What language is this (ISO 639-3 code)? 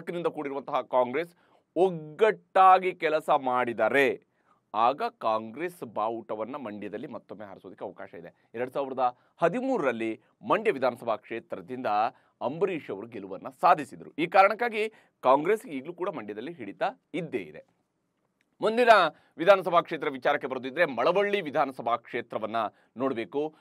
kan